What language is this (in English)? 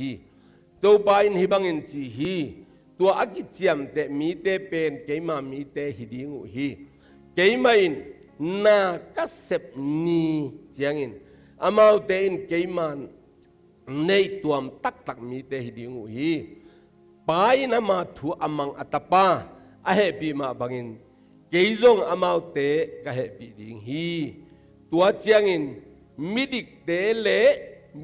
Tedim Chin